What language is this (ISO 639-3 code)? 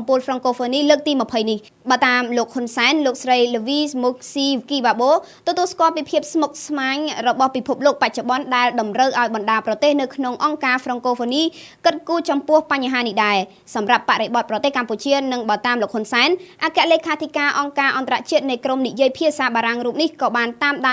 khm